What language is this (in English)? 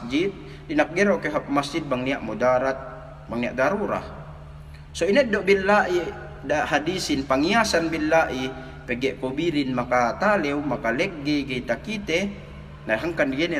Yakan